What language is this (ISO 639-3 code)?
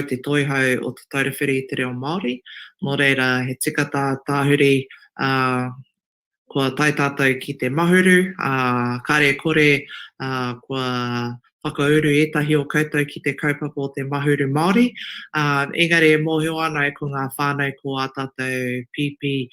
mri